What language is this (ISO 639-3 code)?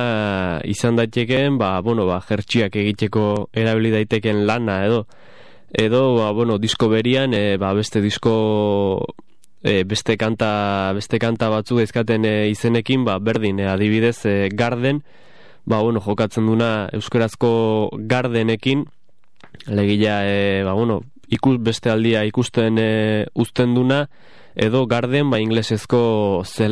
eus